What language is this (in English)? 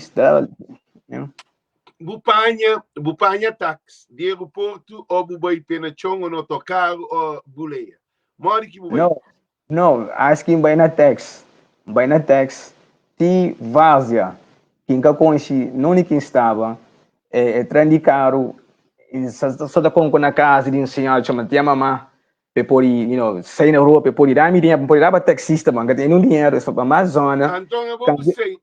Kabuverdianu